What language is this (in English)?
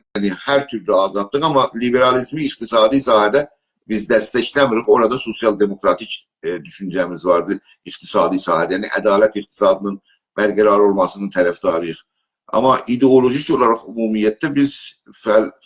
South Azerbaijani